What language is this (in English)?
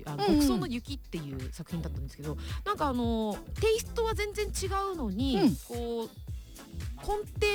Japanese